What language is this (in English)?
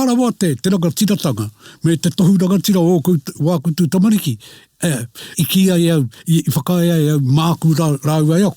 Māori